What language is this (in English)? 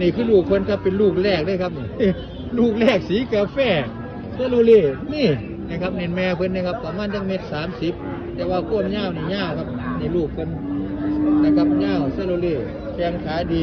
Northeastern Thai